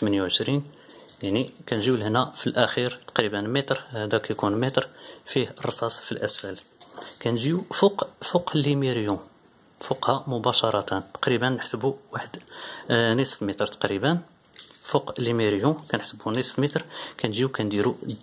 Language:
Moroccan Arabic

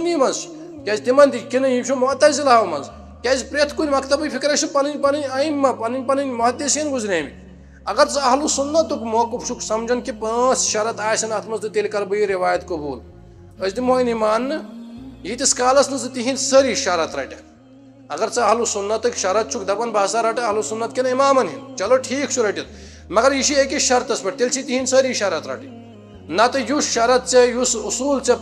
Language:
Kashmiri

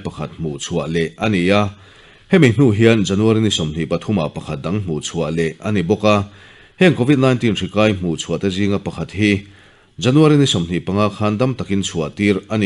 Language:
Mizo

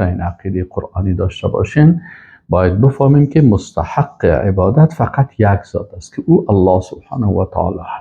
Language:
Persian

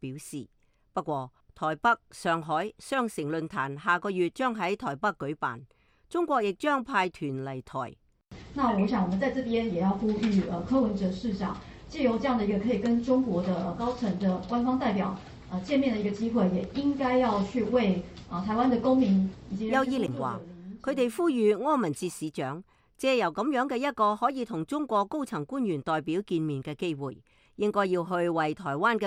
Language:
Cantonese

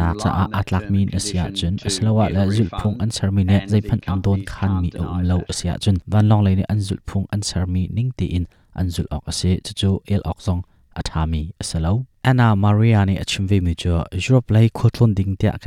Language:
Hakha Chin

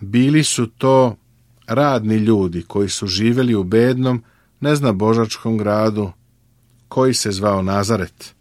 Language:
Serbian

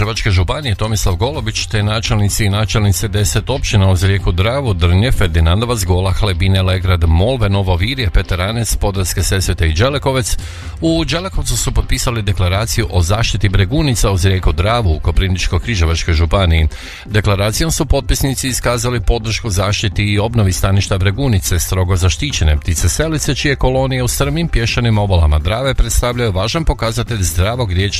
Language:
Croatian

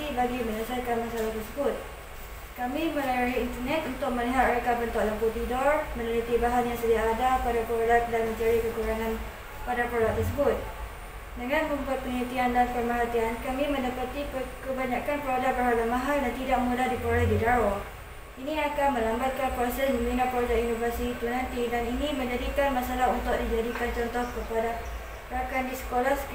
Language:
Malay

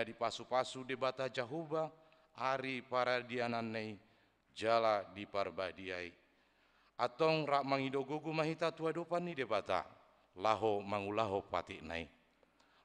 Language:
Batak Toba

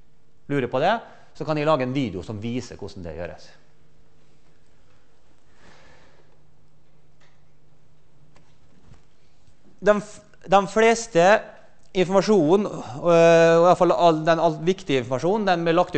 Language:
Norwegian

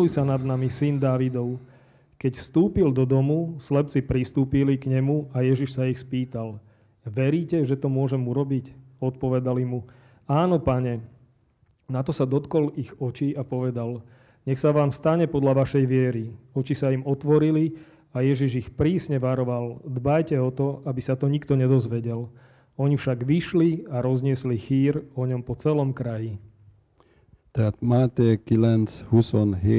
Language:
Slovak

